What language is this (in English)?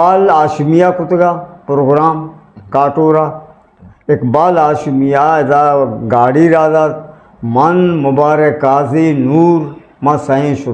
Eastern Balochi